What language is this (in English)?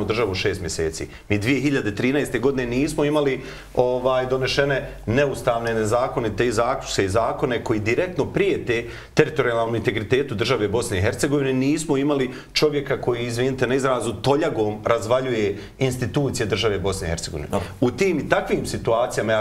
Bosnian